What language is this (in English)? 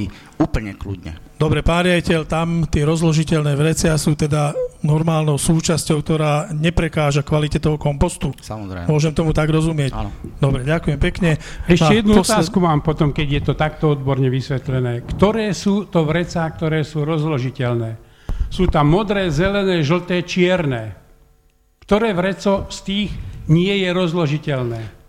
Slovak